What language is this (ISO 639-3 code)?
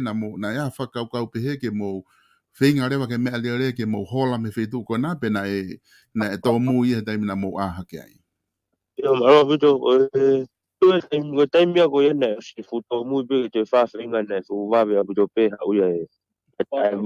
ton